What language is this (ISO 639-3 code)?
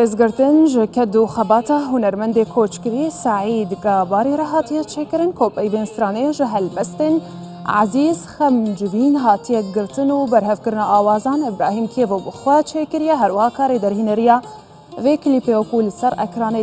kur